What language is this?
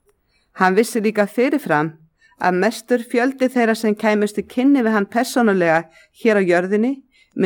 Icelandic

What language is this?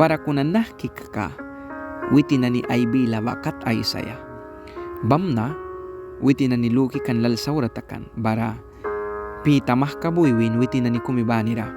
Mískito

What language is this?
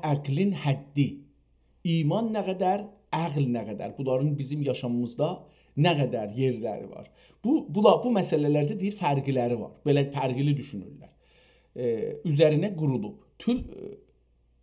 South Azerbaijani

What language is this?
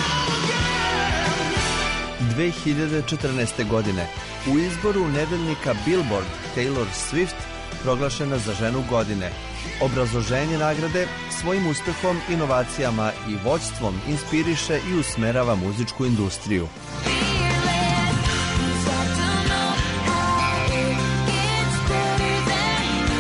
Serbian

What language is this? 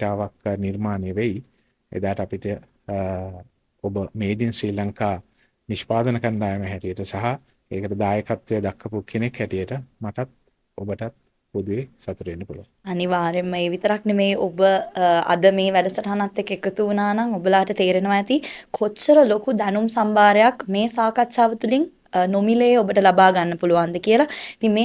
Sinhala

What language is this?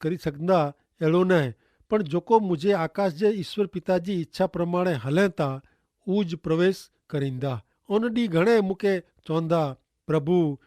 Kachhi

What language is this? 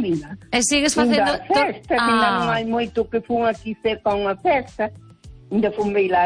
Galician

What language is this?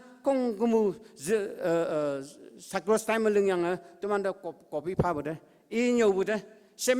Konyak Naga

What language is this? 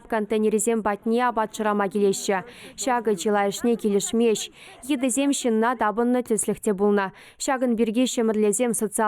Chuvash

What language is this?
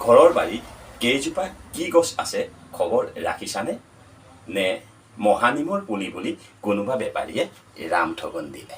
Assamese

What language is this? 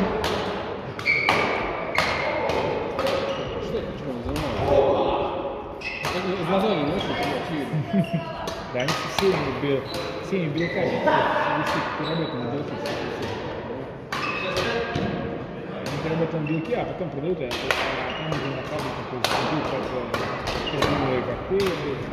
Russian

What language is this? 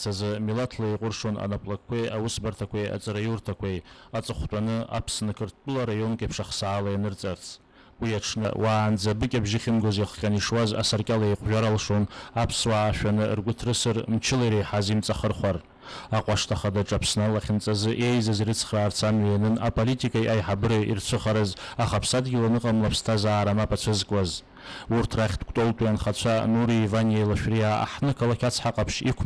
Abkhazian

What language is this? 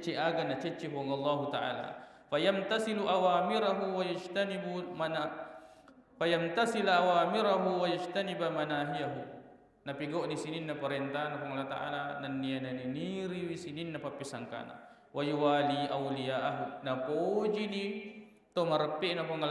Buginese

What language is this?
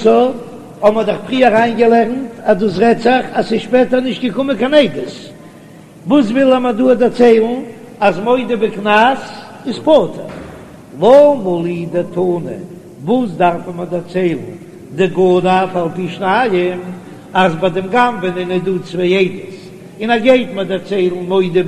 Yiddish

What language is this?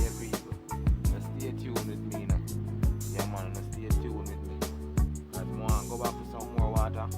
Jamaican Creole English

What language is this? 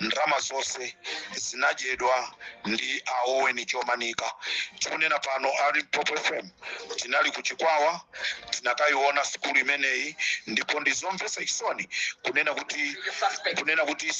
Nyanja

